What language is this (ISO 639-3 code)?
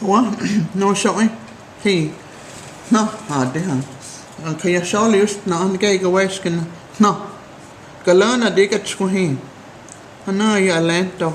chr